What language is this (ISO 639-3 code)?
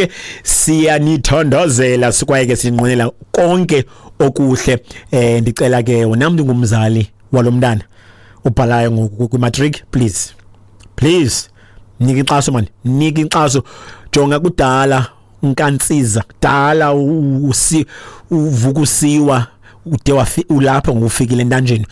xho